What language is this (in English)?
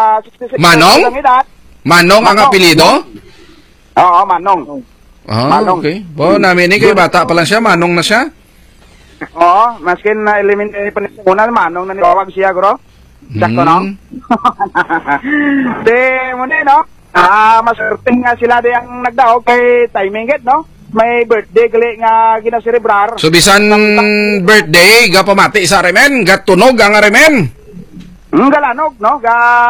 Hiligaynon